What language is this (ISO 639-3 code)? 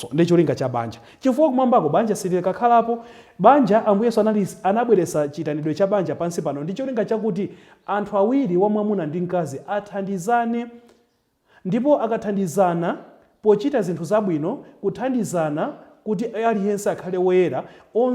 nya